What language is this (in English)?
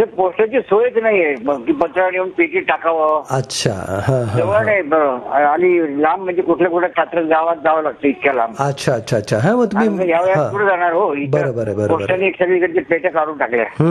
Marathi